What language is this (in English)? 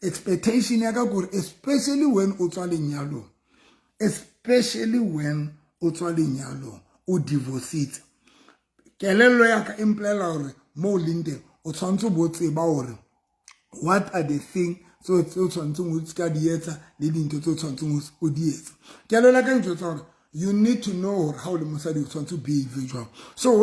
Southern Sotho